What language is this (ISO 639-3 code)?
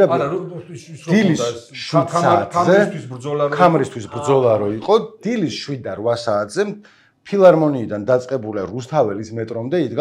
kat